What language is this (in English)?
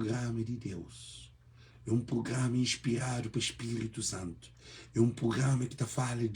Kabuverdianu